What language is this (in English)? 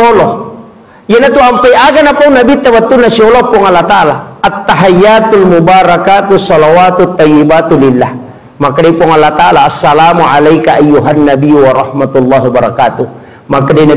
Buginese